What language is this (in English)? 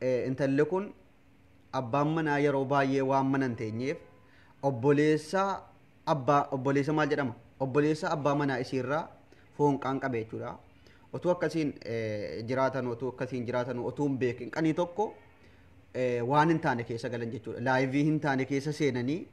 Oromo